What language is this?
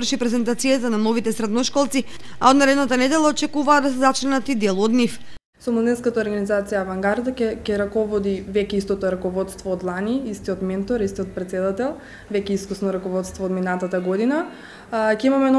Macedonian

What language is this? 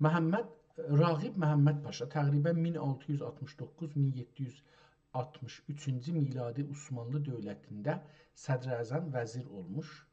South Azerbaijani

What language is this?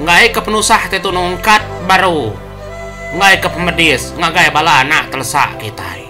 Iban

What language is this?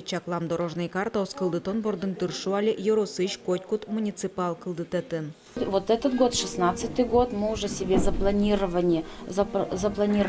Udmurt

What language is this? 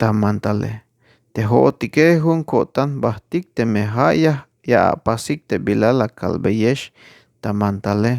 Tzeltal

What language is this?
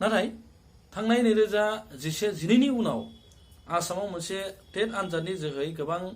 Bodo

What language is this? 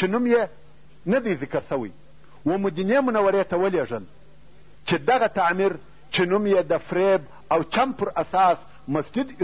Pashto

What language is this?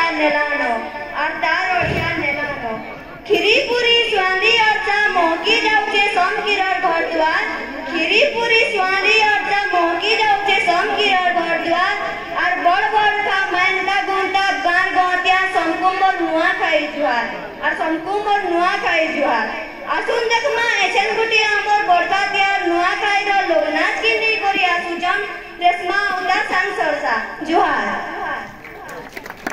Sambalpuri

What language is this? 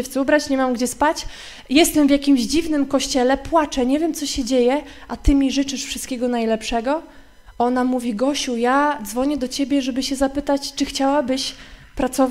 Polish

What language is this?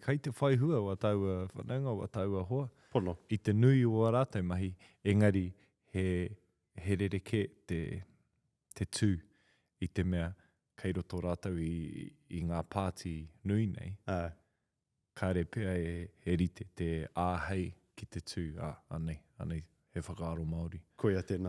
Māori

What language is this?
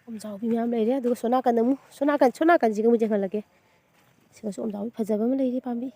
Manipuri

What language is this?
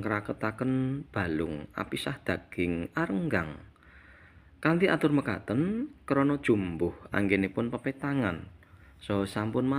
Javanese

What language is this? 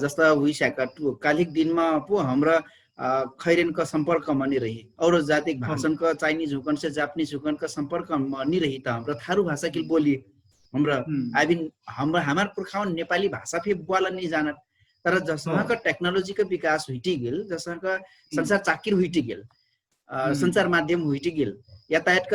Dangaura Tharu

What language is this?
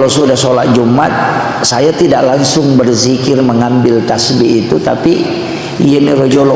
Buginese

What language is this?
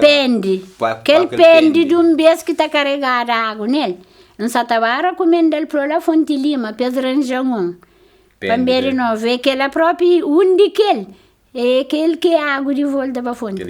Kabuverdianu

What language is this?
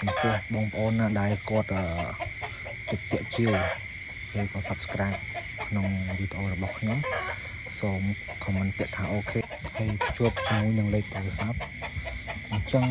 Khmer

